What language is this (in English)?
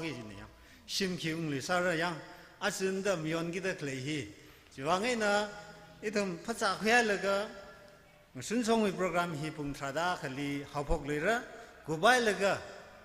Tangkhul Naga (India)